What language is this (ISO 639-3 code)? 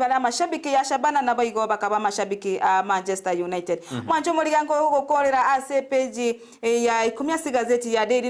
guz